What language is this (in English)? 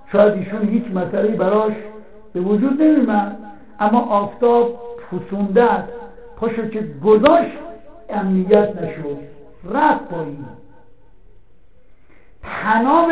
Persian